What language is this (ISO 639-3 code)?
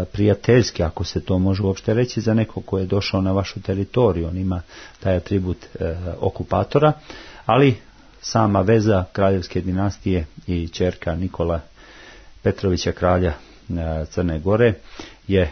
srp